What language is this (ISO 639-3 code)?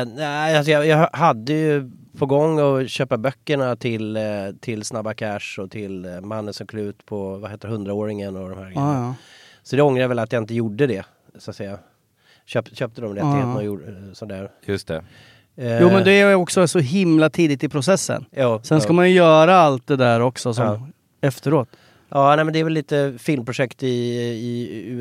swe